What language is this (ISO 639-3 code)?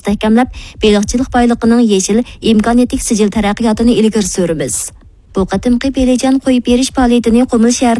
uig